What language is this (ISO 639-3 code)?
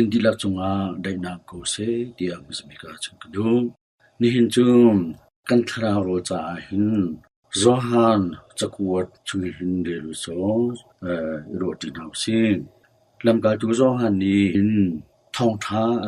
cnh